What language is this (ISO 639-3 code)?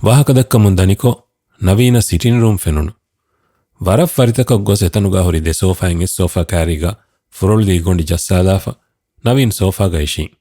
div